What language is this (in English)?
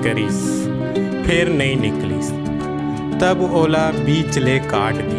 Chhattisgarhi